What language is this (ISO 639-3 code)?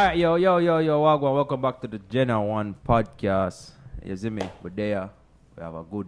jam